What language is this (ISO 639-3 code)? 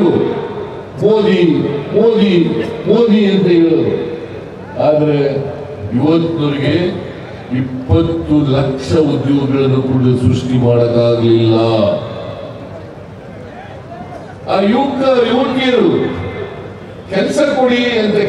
kan